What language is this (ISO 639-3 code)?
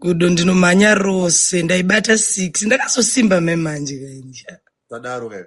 sna